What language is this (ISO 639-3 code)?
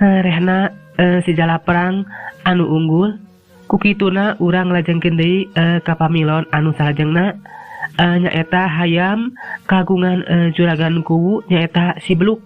sun